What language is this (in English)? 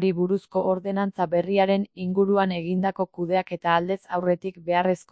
Basque